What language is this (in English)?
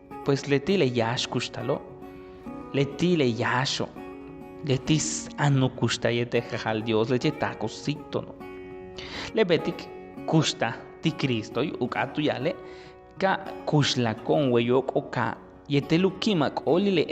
Yucateco